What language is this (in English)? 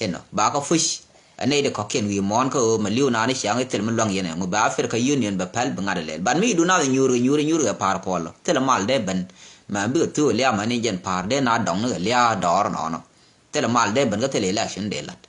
Nuer